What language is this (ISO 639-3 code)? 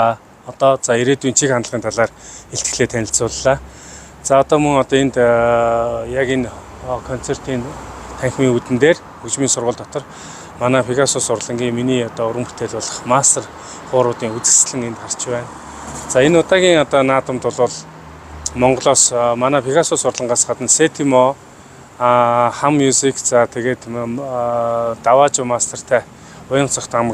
mon